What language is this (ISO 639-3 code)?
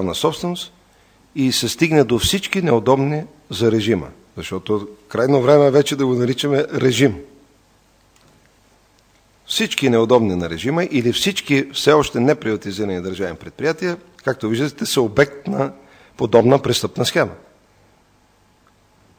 bul